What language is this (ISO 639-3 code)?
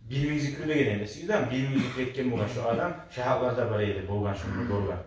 kum